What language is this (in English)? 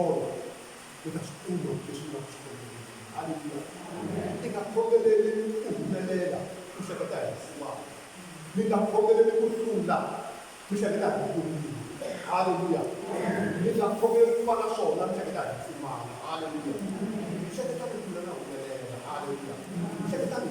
Tsonga